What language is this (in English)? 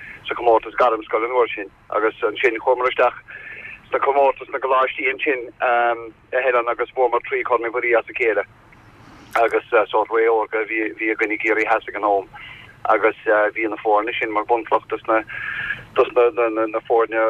Irish